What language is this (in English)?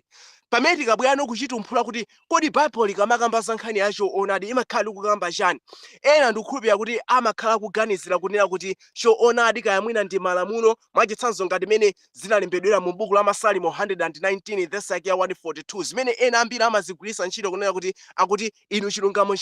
Nyanja